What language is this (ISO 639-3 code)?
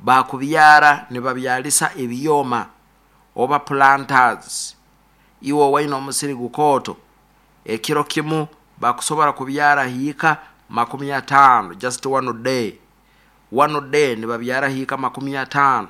nyo